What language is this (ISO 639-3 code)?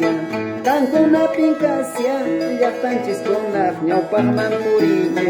que